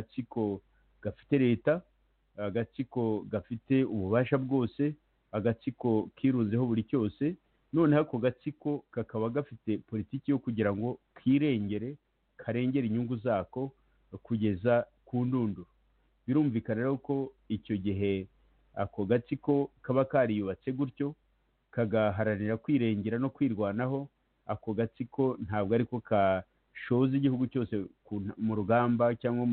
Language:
Kinyarwanda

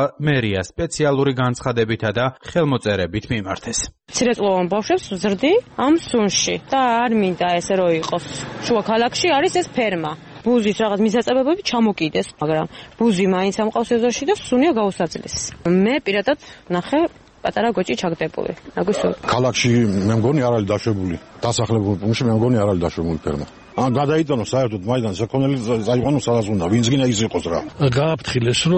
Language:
Georgian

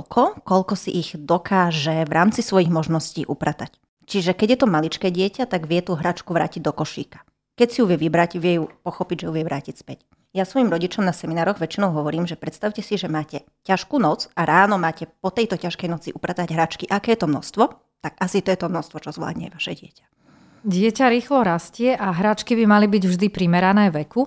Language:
Slovak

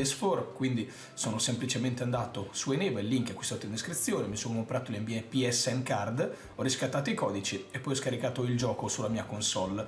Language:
Italian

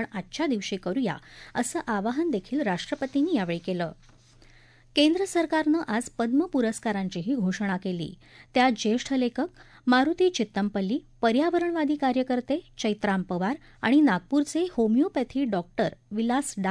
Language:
Marathi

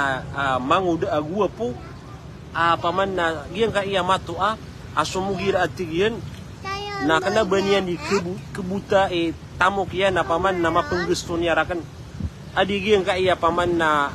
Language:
Maranao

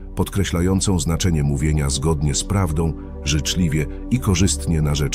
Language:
Polish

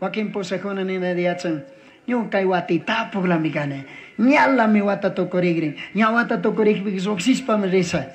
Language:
Chimborazo Highland Quichua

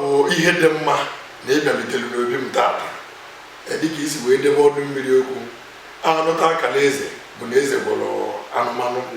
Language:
Igbo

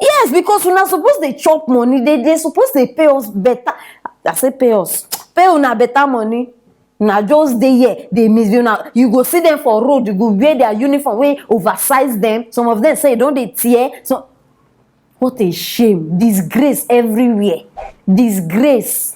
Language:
Nigerian Pidgin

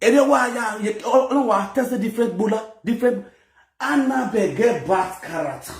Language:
Nigerian Pidgin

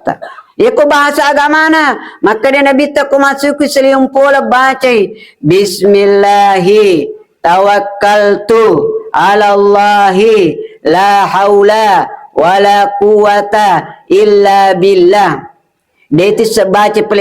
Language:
Buginese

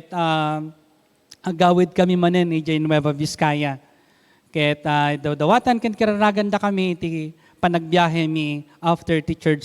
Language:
Iloko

